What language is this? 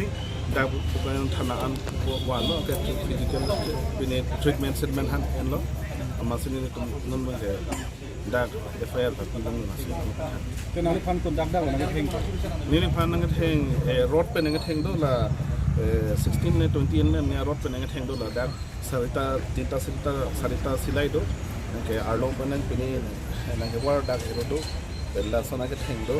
Karbi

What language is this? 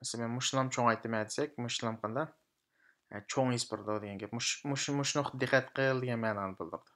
Uyghur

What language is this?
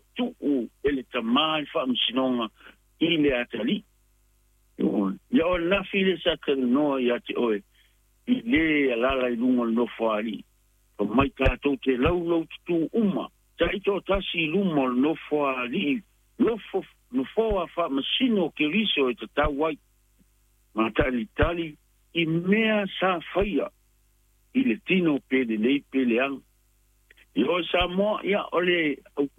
Samoan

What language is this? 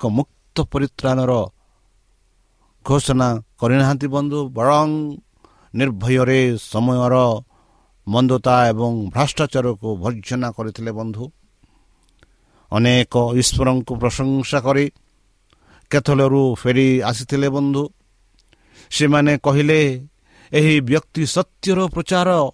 Odia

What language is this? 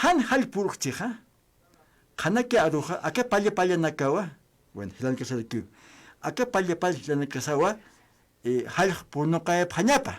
Aymara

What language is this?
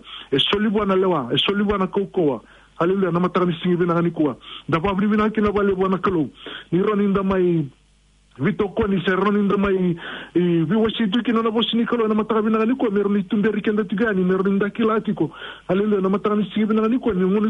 Fijian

